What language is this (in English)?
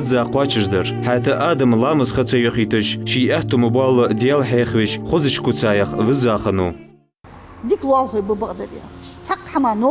Ingush